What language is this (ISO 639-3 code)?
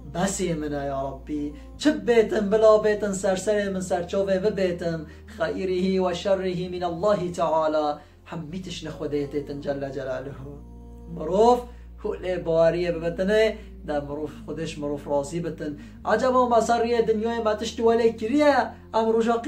kur